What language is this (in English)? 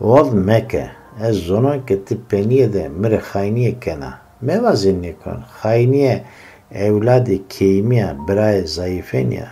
Zaza